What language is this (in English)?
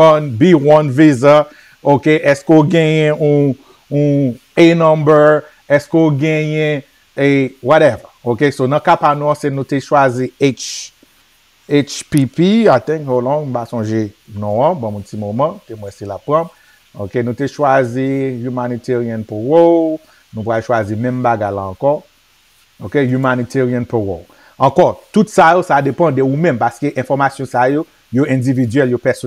Haitian Creole